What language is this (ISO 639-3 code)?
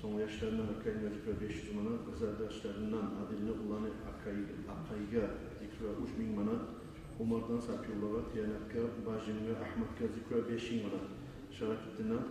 kum